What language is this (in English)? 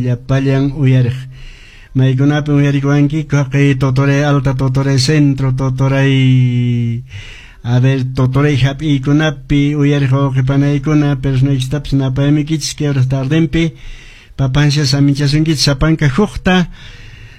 Quechua